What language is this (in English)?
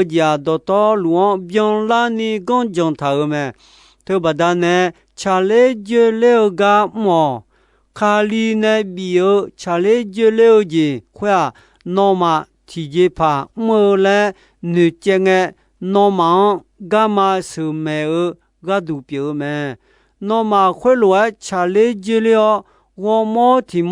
Akha